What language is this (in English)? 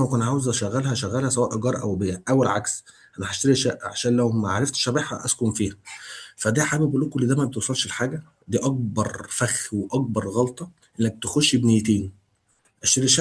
Egyptian Arabic